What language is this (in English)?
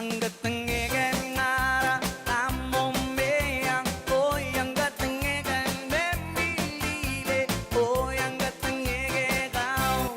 Pohnpeian